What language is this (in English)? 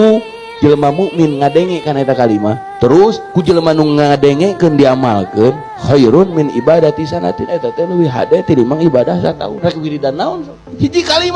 Sundanese